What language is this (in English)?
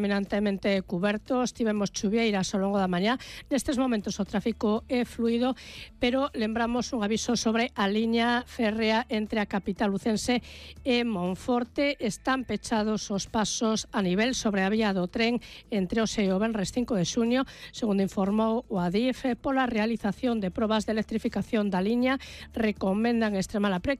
Galician